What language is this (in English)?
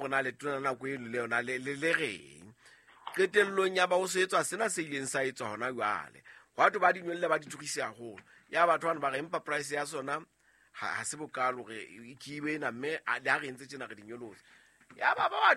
Southern Sotho